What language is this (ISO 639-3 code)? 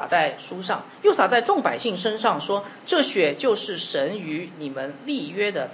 zho